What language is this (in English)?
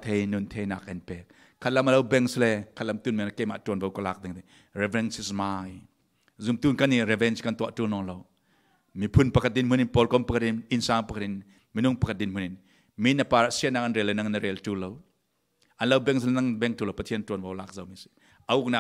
Falam Chin